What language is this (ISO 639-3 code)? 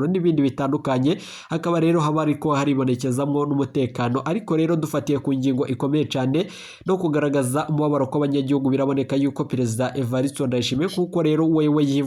run